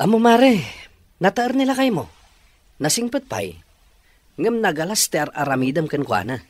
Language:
Iloko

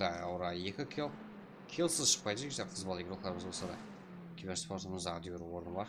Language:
Kara-Kalpak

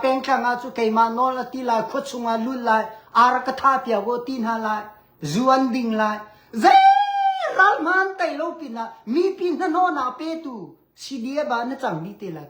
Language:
Hakha Chin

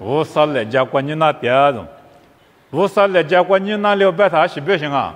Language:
Lisu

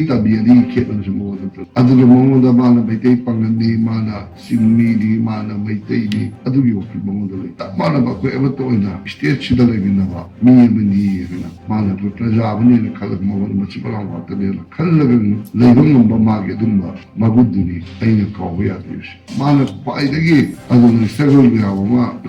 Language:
Manipuri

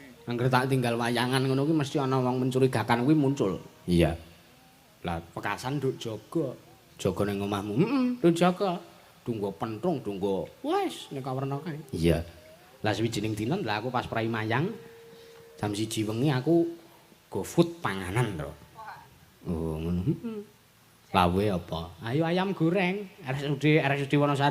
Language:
Javanese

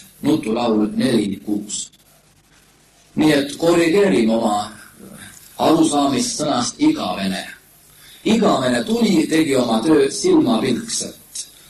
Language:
Estonian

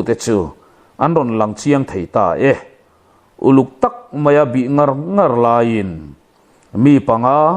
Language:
Mizo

